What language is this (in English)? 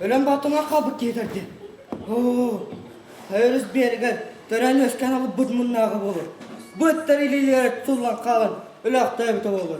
Yakut